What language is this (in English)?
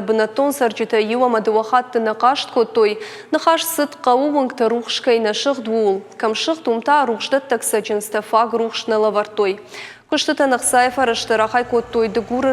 Ossetic